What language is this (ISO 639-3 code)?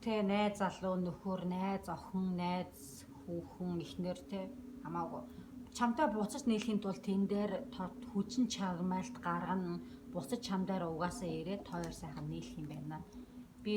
mon